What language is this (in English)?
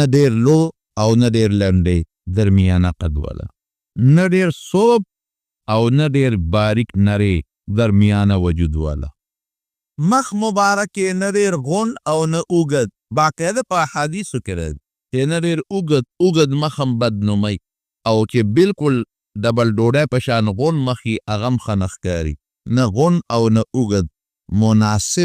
Pashto